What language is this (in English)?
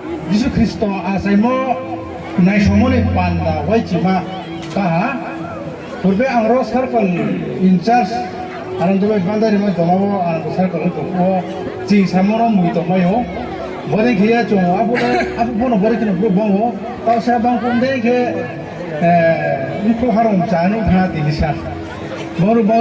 Riang (India)